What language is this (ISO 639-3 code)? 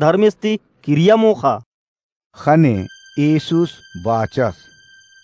kru